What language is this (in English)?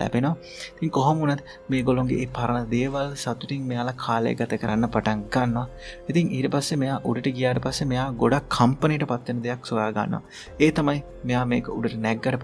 Sinhala